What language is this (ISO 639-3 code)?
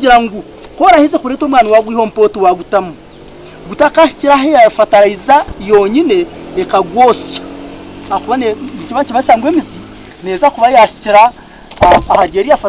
nyn